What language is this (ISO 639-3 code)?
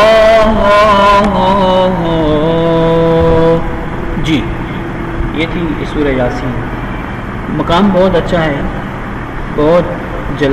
urd